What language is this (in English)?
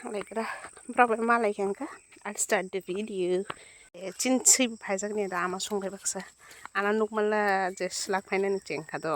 Kok Borok